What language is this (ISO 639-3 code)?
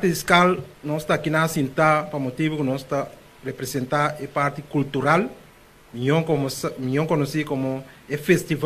pap